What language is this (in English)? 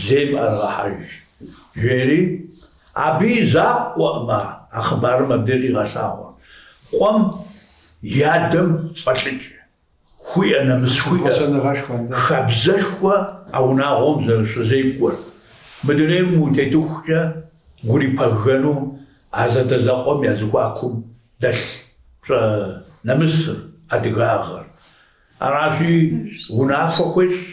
Kabardian